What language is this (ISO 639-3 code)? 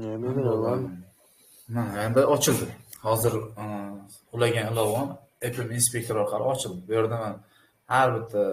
uzb